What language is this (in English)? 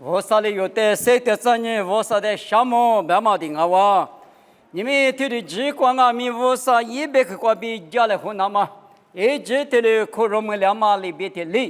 Lisu